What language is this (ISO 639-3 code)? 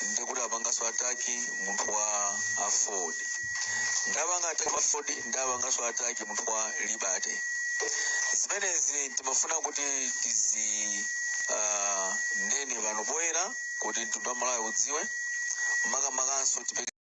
nya